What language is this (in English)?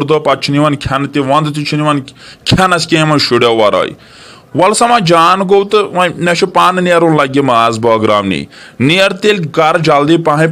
Kashmiri